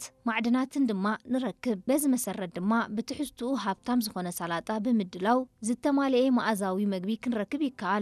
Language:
Tigrinya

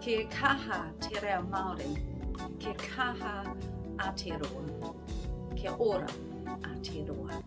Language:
Māori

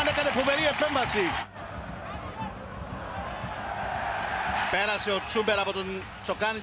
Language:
Greek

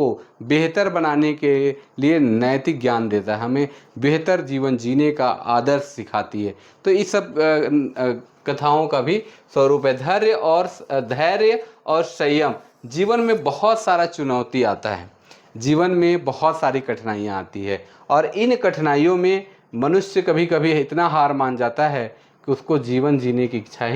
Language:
Sadri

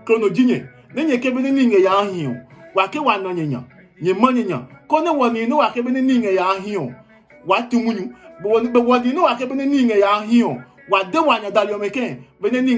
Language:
Adangme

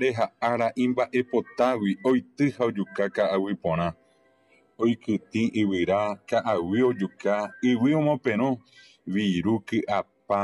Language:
Guarani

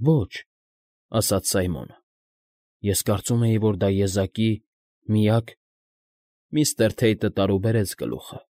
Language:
Armenian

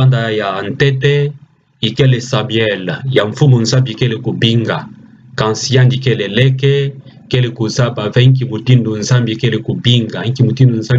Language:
Kituba (Democratic Republic of Congo)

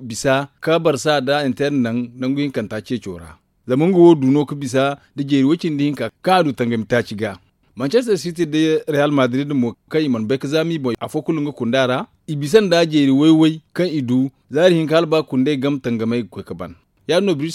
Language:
Zarma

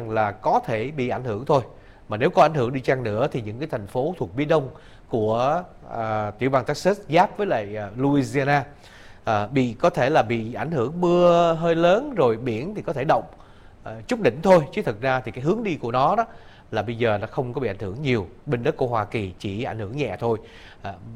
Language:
Vietnamese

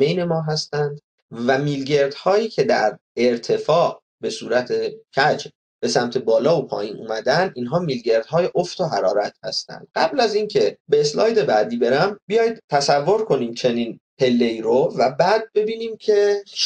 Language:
Persian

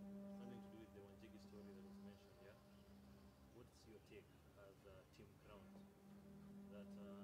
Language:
Swahili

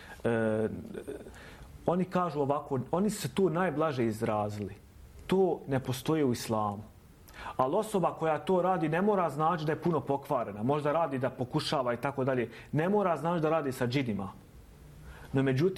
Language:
Bosnian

